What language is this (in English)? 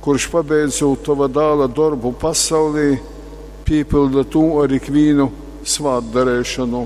Latgalian